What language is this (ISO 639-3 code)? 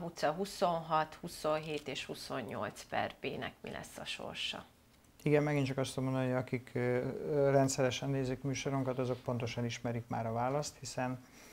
hun